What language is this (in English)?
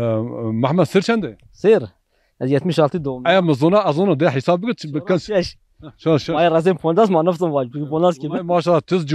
Zaza